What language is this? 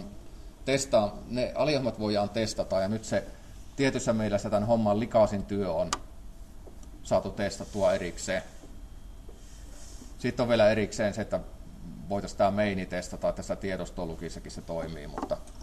Finnish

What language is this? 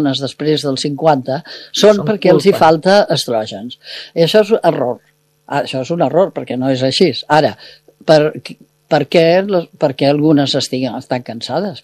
Catalan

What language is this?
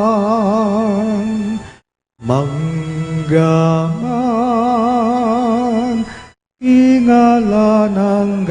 Pampanga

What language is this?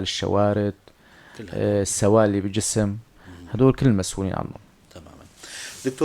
North Levantine Arabic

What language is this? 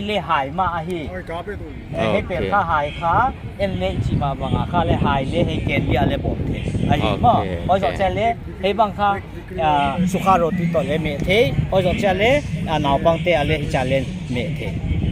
Paite Chin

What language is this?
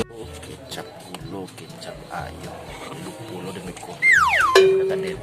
Minangkabau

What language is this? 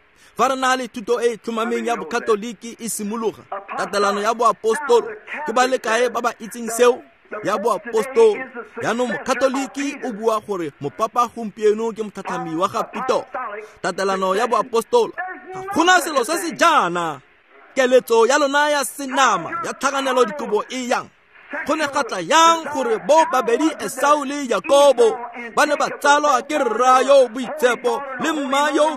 Tswana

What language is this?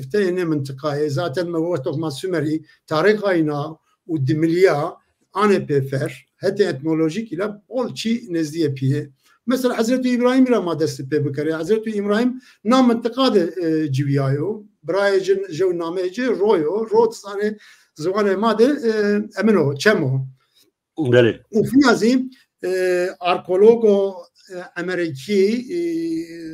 Zaza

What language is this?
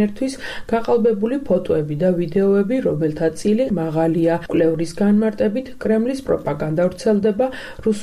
Georgian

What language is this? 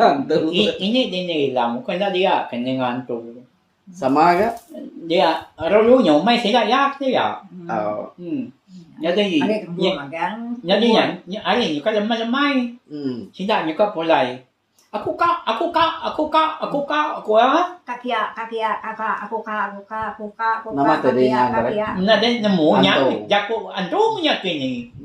Iban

